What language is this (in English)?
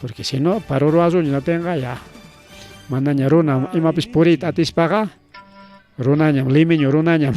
Ayacucho Quechua